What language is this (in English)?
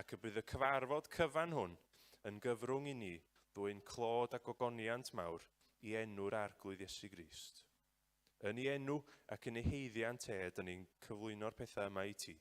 Welsh